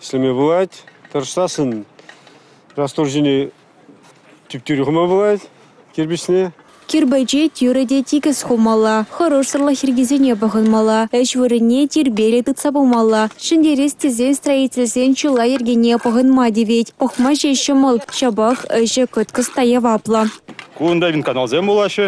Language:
Chuvash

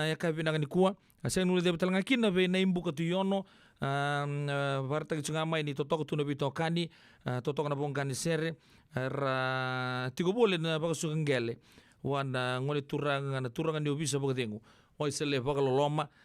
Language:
Fijian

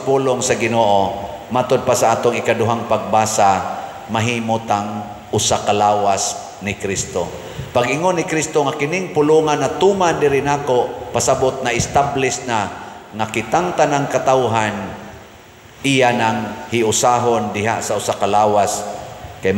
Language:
Cebuano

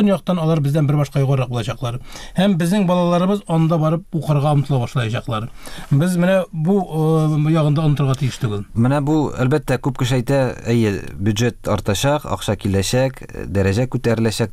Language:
Tatar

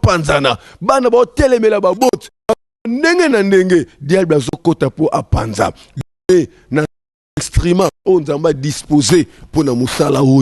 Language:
Lingala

